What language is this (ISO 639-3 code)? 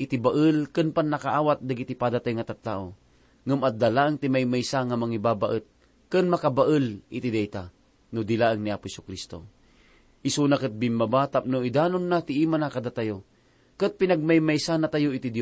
ilo